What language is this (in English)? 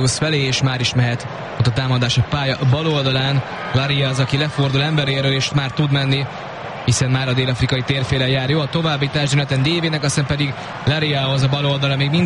Hungarian